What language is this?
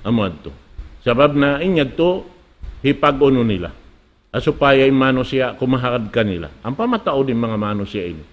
Tausug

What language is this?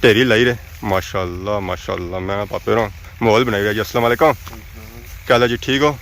Pahari-Potwari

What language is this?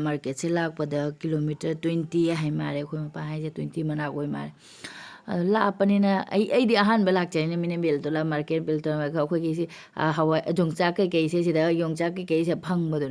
Manipuri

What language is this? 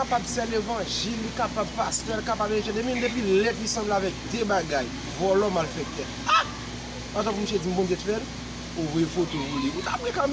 Haitian Creole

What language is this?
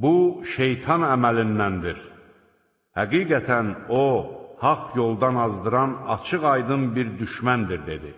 Azerbaijani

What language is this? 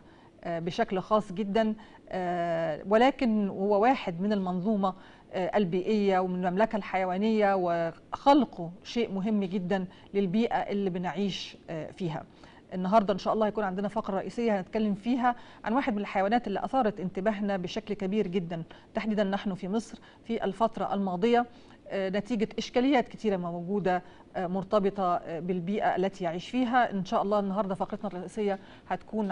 Egyptian Arabic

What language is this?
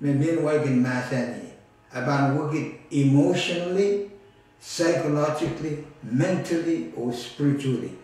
Pohnpeian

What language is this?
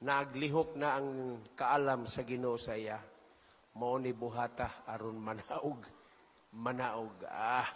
Cebuano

